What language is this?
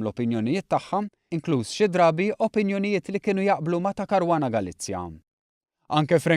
Maltese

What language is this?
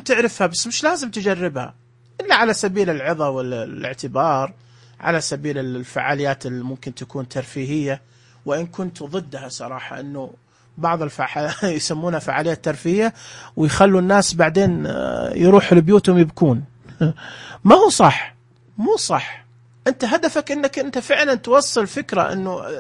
Najdi Arabic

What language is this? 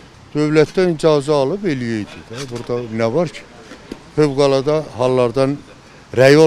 Azerbaijani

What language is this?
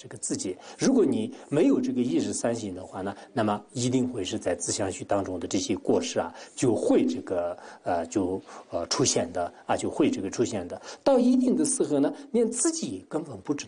Chinese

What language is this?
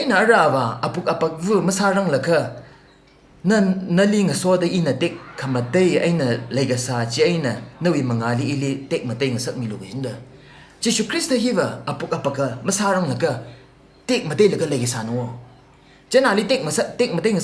Tangkhul Naga (India)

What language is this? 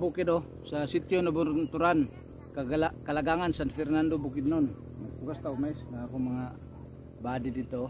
Cebuano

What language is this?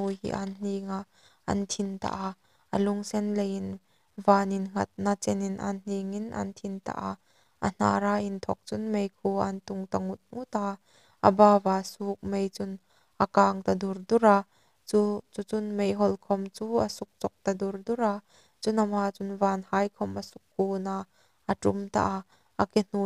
Hmar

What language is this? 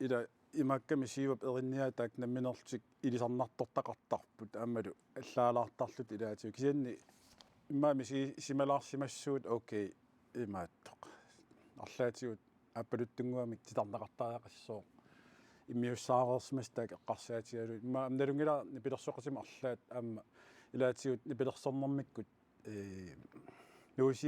Kalaallisut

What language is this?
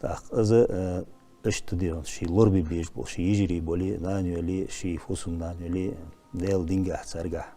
Ingush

